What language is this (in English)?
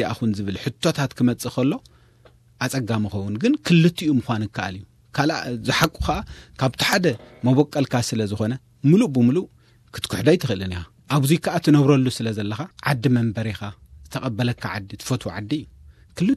Tigrinya